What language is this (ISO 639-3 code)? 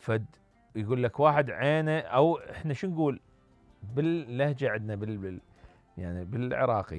acm